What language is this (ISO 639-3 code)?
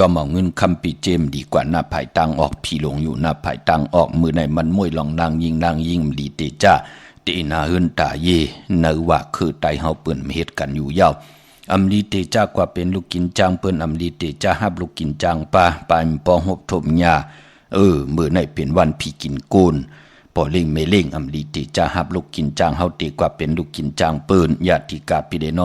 shn